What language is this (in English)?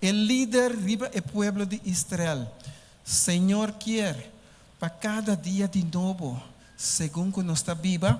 Papiamento